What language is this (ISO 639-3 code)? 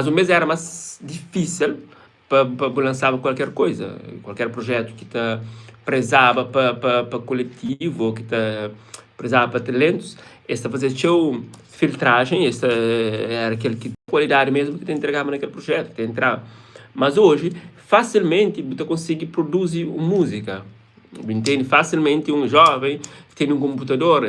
kea